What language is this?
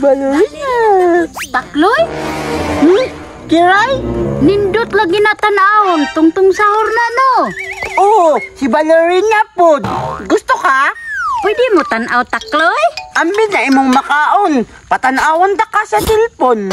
Cebuano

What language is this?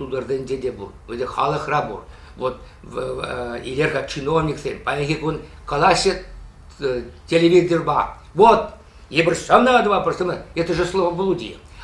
Chuvash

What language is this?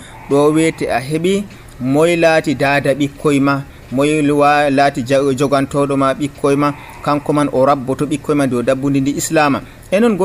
Nigerian Fulfulde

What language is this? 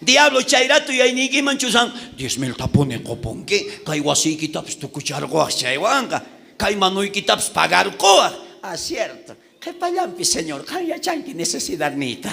South Bolivian Quechua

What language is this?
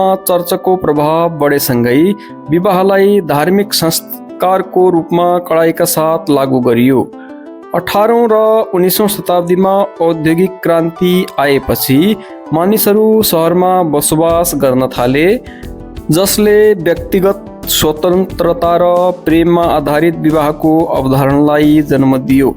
Nepali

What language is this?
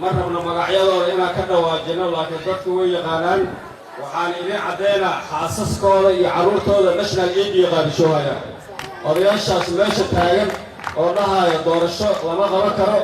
Somali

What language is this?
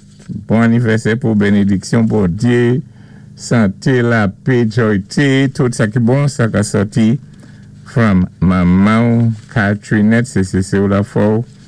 Saint Lucian Creole French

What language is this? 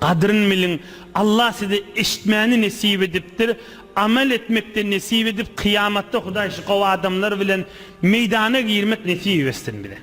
Turkmen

